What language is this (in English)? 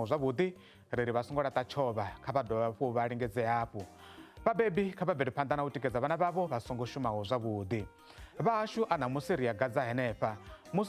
Venda